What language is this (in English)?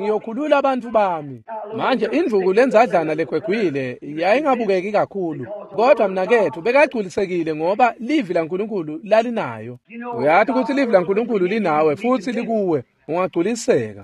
Swati